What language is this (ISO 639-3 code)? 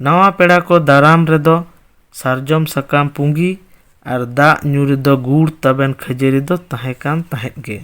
sat